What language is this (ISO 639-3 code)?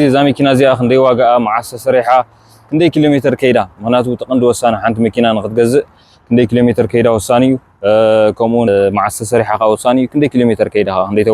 tir